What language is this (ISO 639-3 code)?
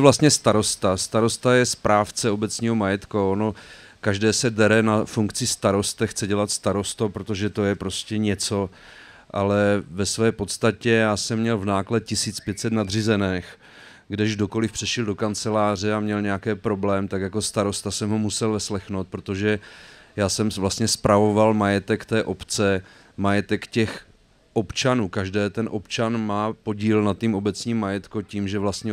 ces